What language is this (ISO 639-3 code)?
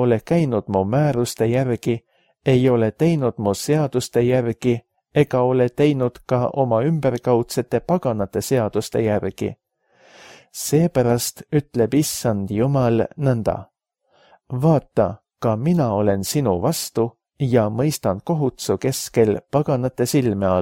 est